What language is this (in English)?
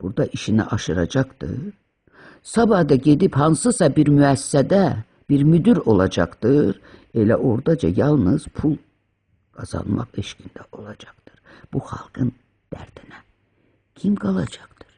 Azerbaijani